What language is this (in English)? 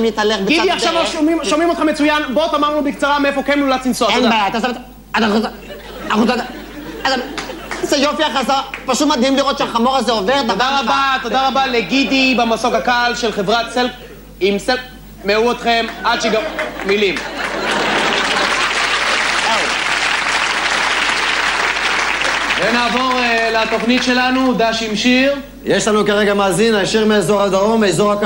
Hebrew